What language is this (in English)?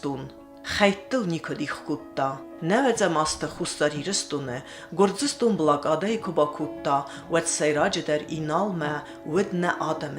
Ossetic